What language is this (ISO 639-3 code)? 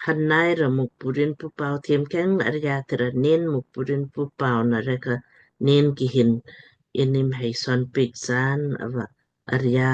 lmk